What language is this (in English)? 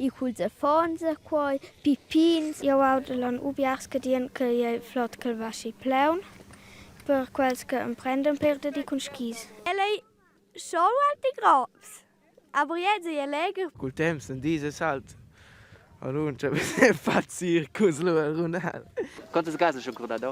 Romansh